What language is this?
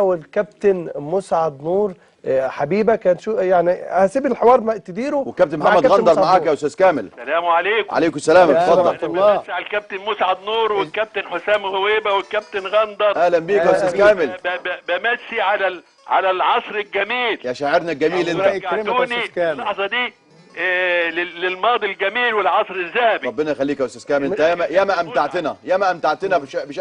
Egyptian Arabic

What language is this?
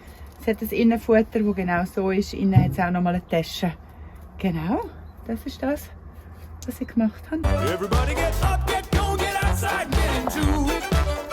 Swiss German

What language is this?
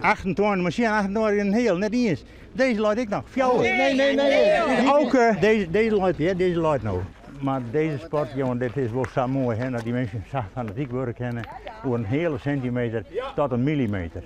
Western Frisian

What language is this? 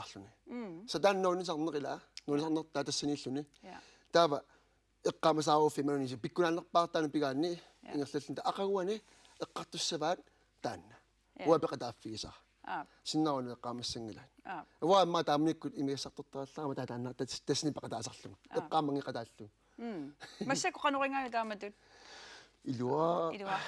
Kalaallisut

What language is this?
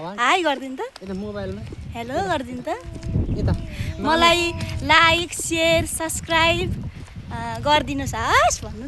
Nepali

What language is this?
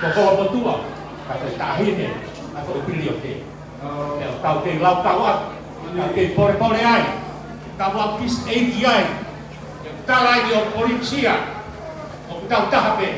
Tongan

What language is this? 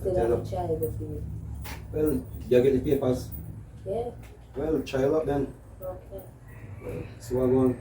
Jamaican Creole English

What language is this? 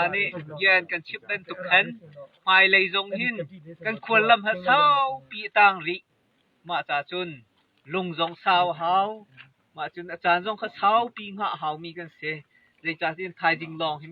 Hakha Chin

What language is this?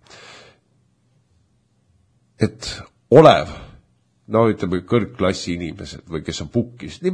Estonian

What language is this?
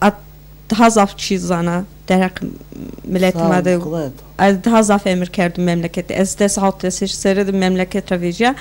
Zaza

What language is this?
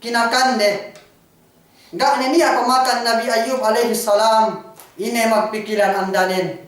Yakan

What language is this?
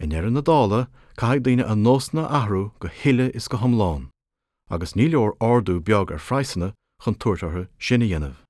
Irish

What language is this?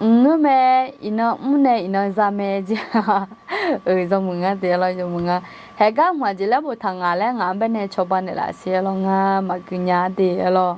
Akha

